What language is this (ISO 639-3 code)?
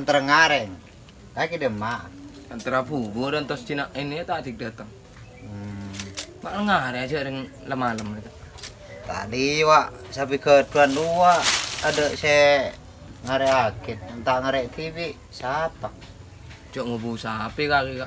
mad